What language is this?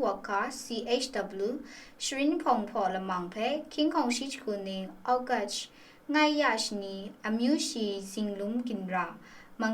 Kachin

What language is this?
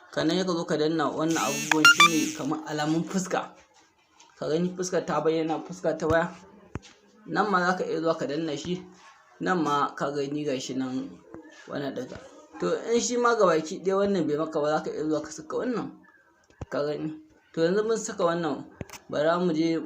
Hausa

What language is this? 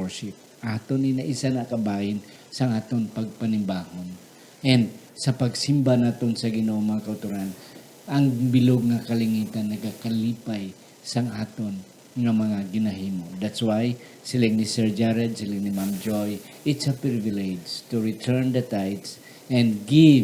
Hiligaynon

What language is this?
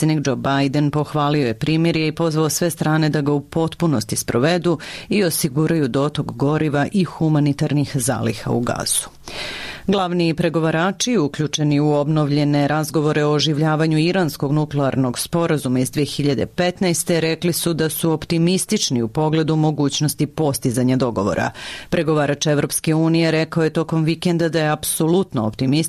Serbian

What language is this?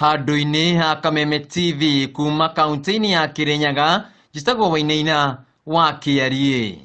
Kikuyu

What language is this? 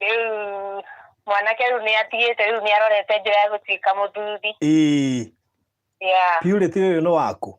Kikuyu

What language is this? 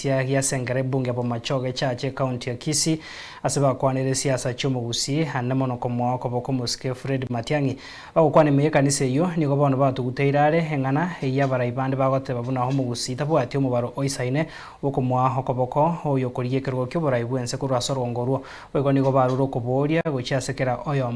Gusii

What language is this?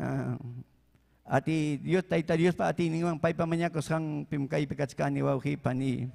Ayacucho Quechua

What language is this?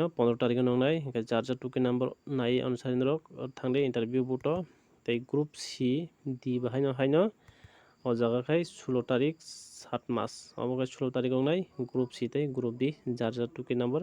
Kok Borok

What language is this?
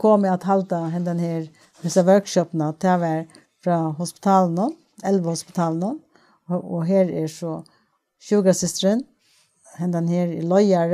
Faroese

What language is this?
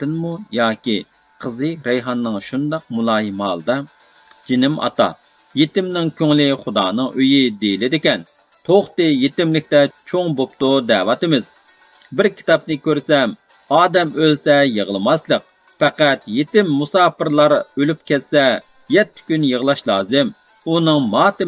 Uyghur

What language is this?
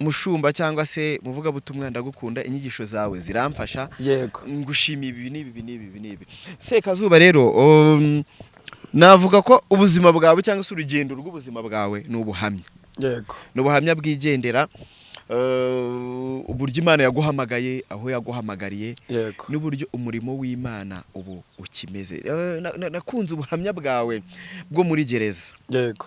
Kinyarwanda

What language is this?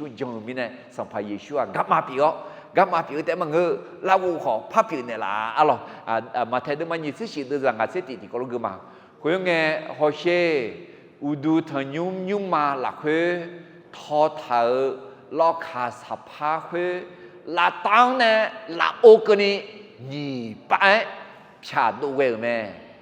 Akha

